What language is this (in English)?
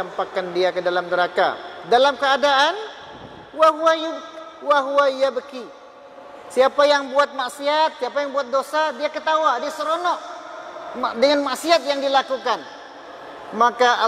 Malay